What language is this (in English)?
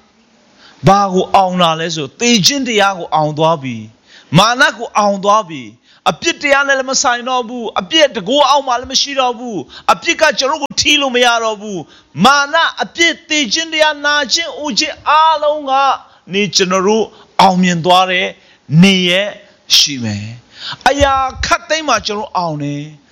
Burmese